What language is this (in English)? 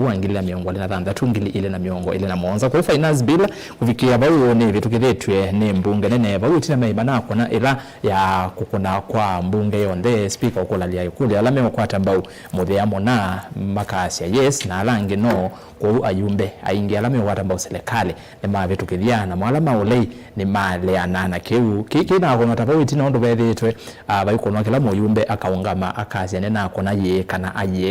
Kamba